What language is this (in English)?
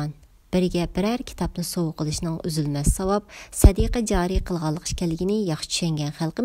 Uyghur